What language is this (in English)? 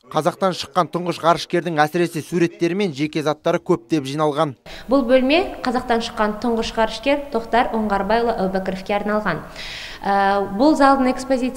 Kazakh